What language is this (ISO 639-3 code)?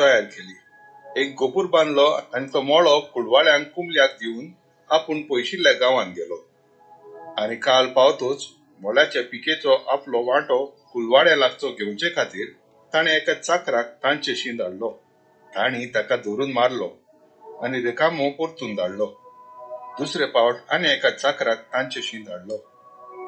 kok